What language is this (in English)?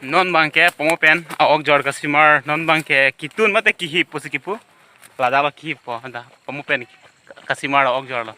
Karbi